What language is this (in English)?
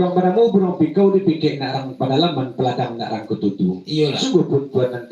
Minangkabau